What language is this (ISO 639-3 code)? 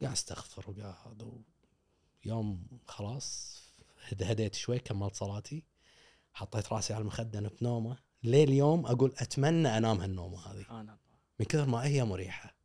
afb